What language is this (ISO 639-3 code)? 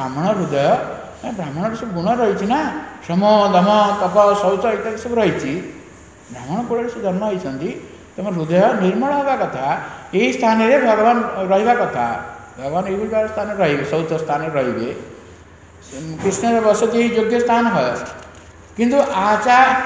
ori